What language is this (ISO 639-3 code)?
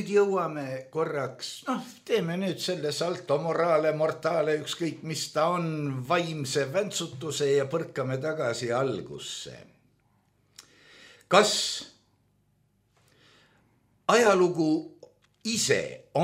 est